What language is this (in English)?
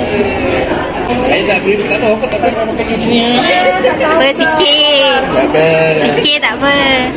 Malay